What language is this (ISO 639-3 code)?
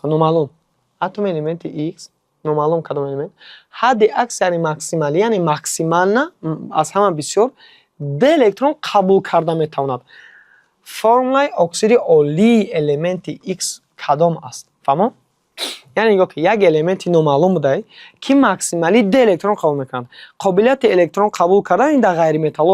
tgk